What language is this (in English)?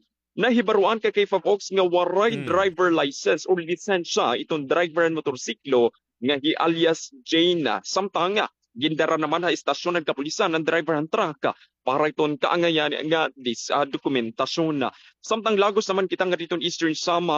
Waray